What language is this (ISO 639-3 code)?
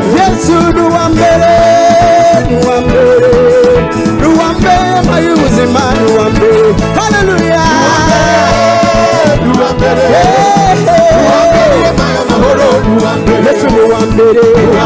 kin